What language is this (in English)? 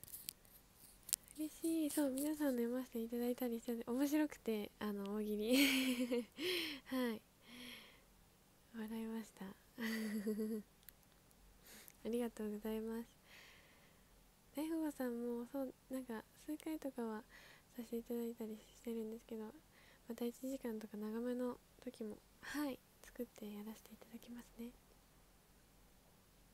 Japanese